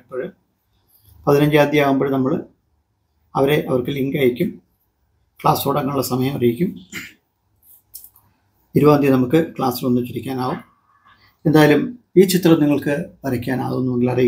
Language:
Malayalam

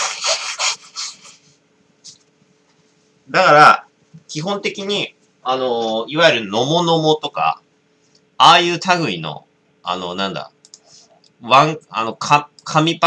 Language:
Japanese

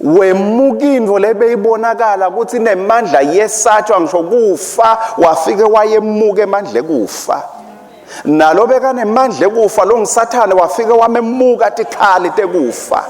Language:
Swati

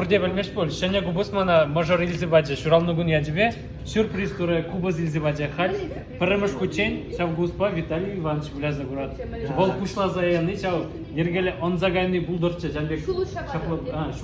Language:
Chuvash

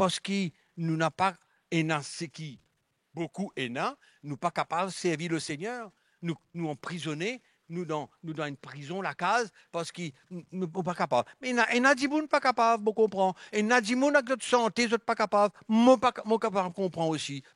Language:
Morisyen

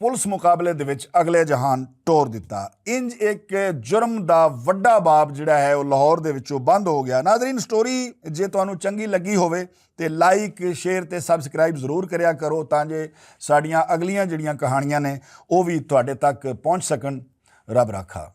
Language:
Western Panjabi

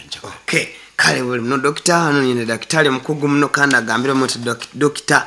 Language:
Nyankole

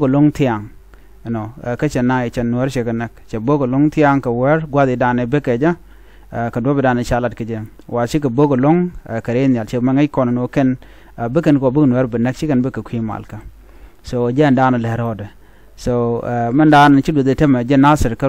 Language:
Nuer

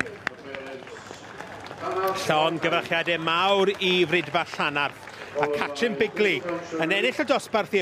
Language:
Welsh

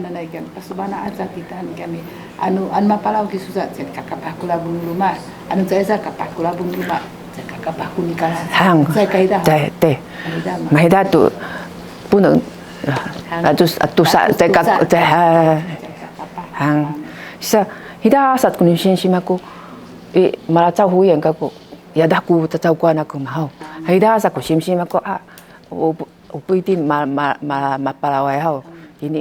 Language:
Sakizaya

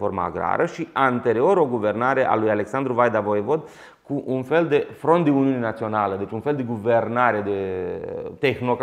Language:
Romanian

